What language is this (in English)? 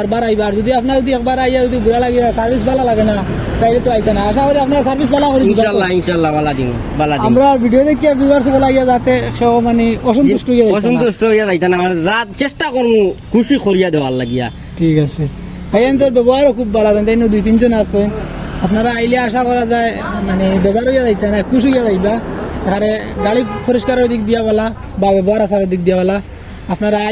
Sylheti